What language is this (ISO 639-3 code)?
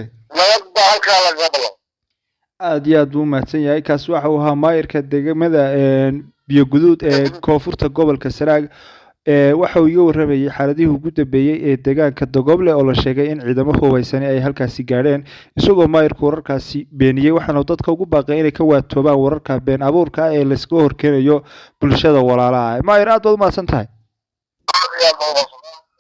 som